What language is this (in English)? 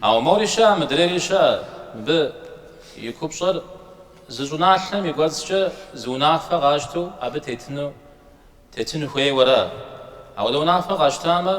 Kabardian